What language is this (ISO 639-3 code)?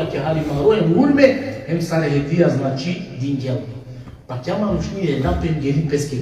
rmn